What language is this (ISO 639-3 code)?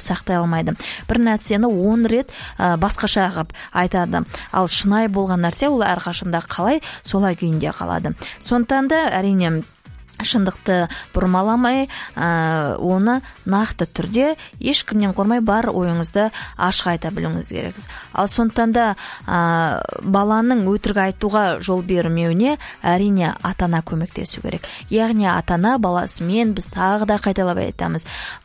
kaz